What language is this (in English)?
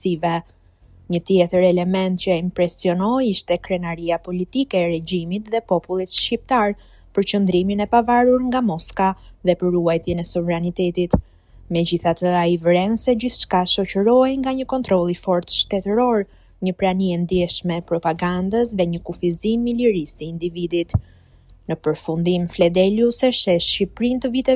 Albanian